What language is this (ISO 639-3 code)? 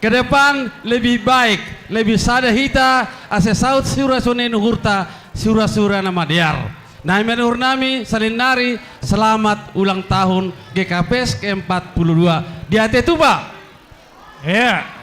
bts